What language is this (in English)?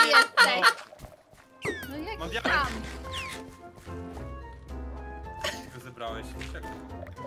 Polish